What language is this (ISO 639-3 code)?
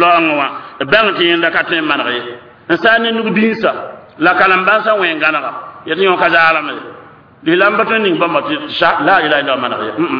mos